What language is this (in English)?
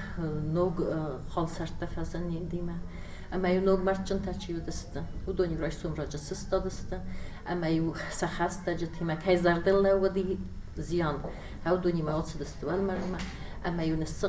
Ossetic